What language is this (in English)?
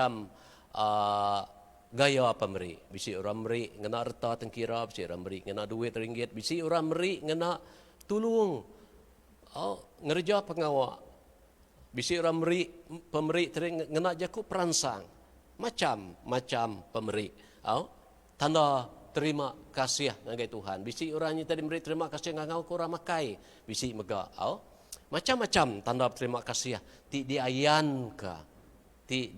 Iban